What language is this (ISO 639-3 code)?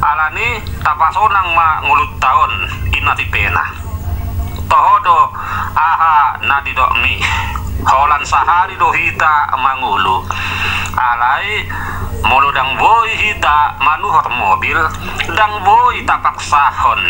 bbc